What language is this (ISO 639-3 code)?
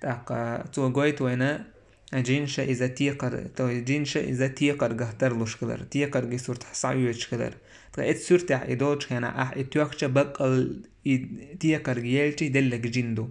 che